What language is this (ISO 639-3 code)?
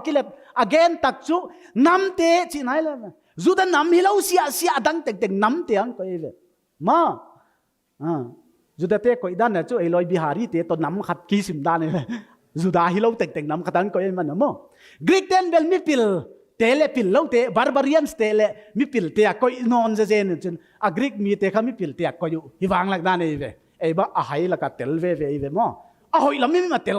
pck